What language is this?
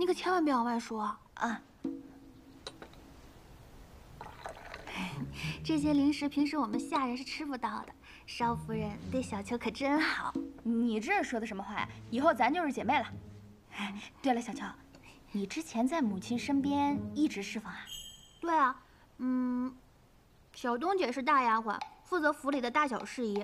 Chinese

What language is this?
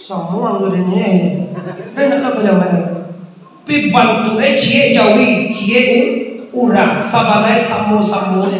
Minangkabau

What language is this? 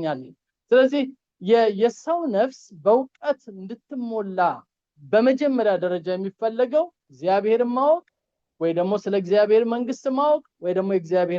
Amharic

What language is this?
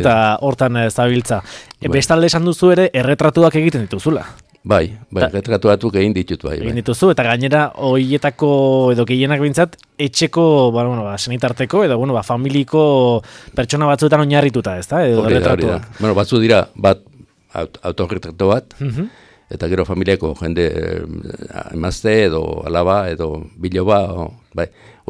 Basque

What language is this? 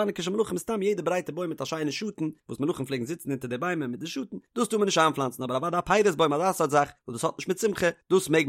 Yiddish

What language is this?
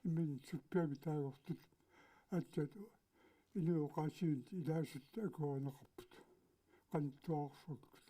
Kalaallisut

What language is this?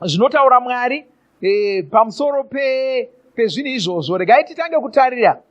Shona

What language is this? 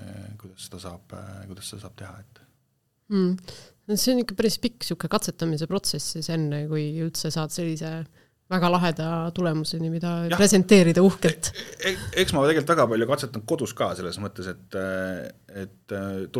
Estonian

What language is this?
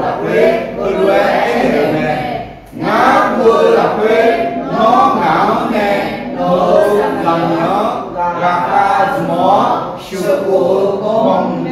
Akha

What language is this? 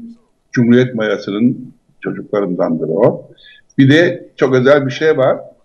Turkish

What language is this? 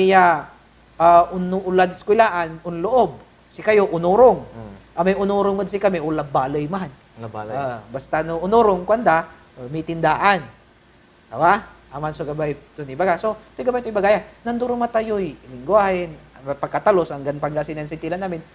Pangasinan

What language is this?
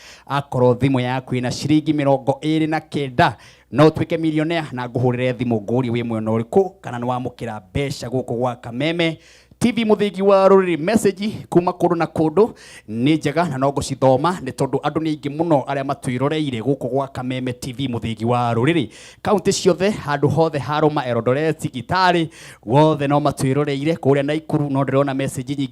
Kikuyu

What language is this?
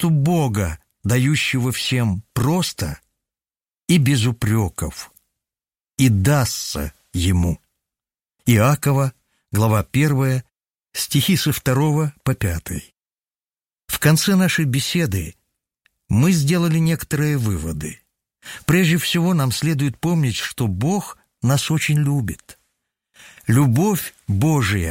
Russian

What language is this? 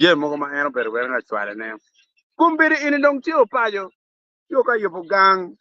Acoli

